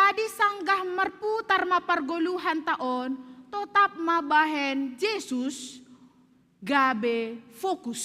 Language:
Batak Simalungun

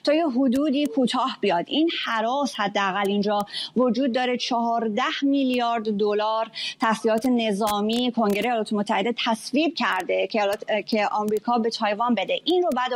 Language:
Persian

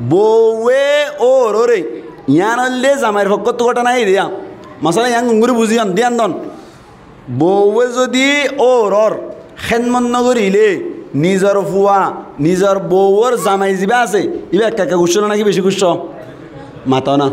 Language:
Rohingya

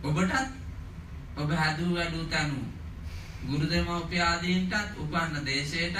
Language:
Sinhala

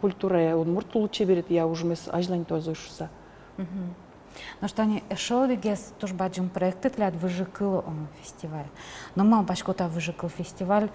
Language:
Udmurt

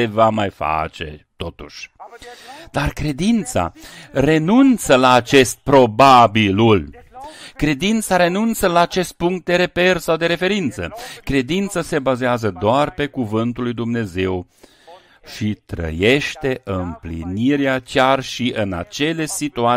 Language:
Romanian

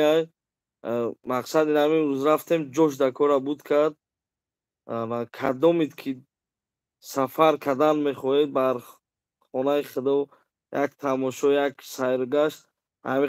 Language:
Tajik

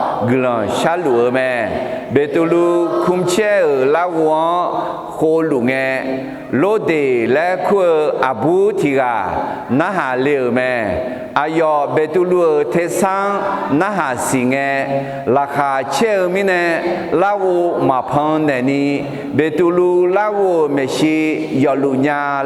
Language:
Akha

